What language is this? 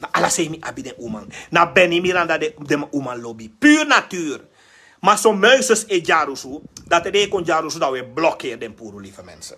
Sranan Tongo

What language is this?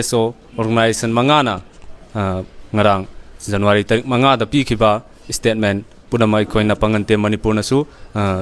Manipuri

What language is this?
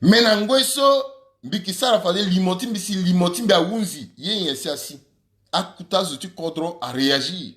Sango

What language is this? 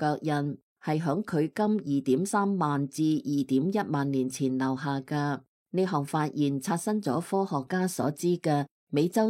Cantonese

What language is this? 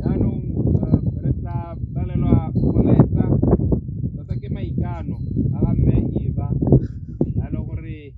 Tswana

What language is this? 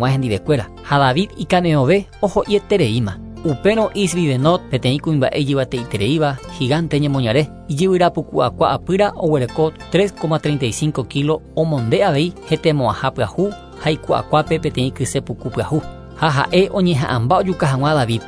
Guarani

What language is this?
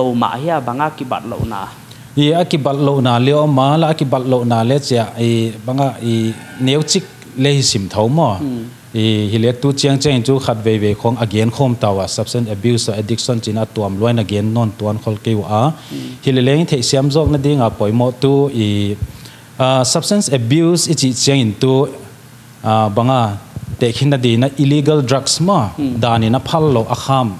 Paite Chin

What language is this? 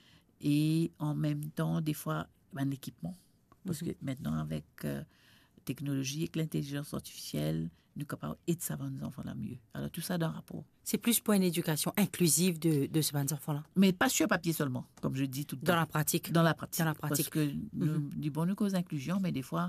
Morisyen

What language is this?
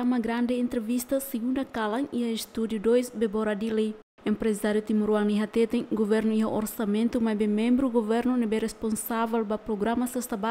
Tetum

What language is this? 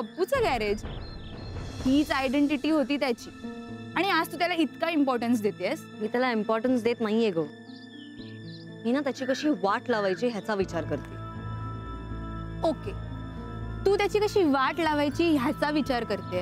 Marathi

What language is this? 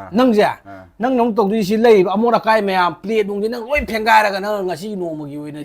Manipuri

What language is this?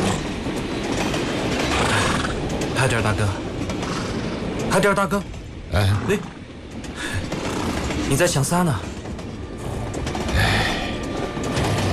Chinese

